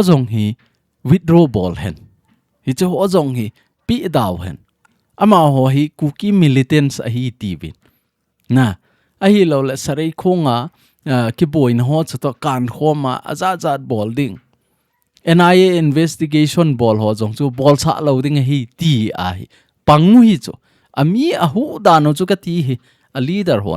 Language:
Thado Chin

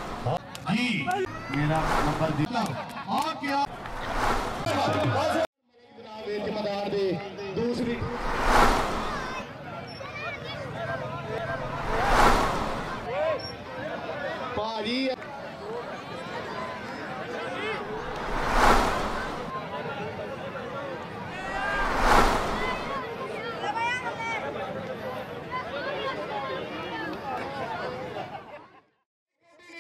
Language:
Hindi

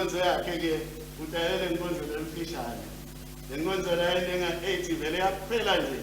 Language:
Swati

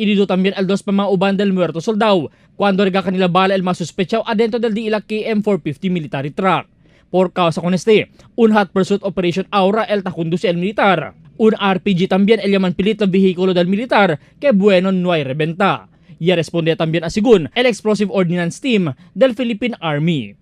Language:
Chavacano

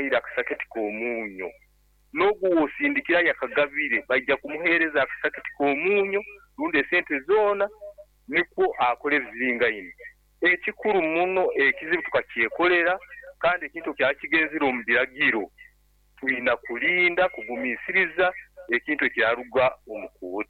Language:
Nyoro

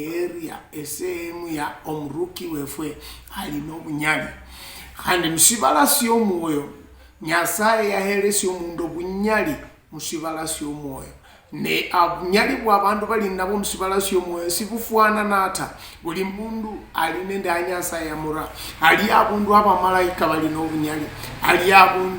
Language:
Luyia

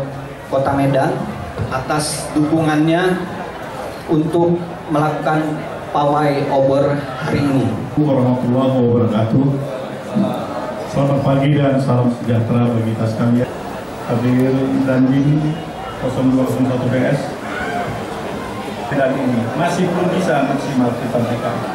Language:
Indonesian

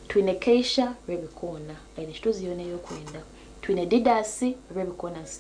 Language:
Nyankole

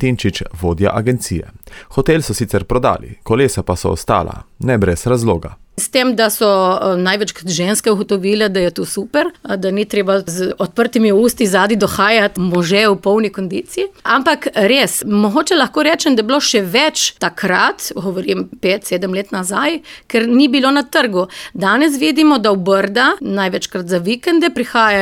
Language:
Slovenian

